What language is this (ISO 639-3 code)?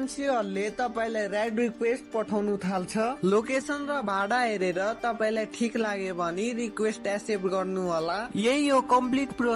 nep